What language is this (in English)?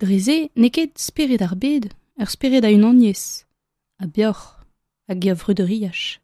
Breton